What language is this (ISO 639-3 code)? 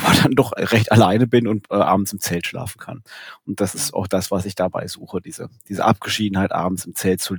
deu